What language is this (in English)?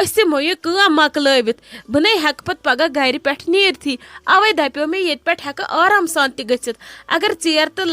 Kashmiri